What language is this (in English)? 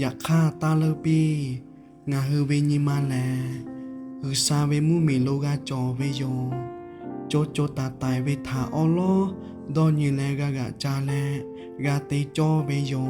Lahu